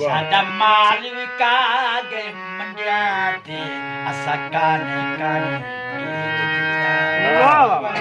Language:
Saraiki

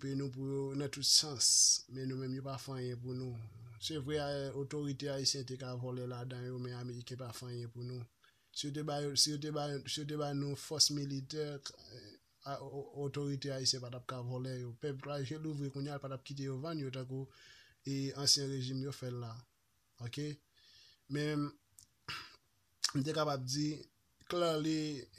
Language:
Haitian Creole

